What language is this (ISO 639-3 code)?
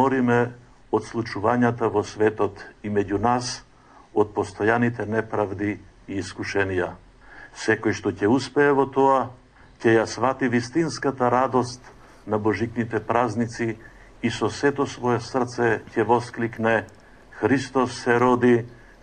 mkd